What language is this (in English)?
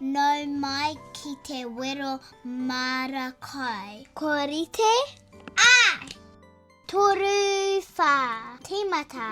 Māori